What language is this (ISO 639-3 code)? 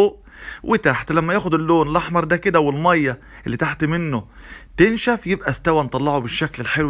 arz